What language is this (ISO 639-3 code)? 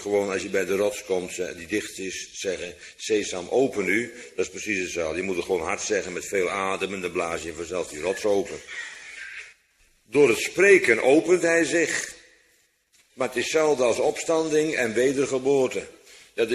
nld